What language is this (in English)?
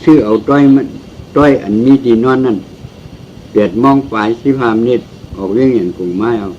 Shan